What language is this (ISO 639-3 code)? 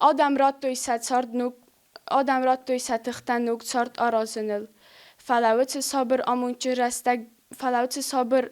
oss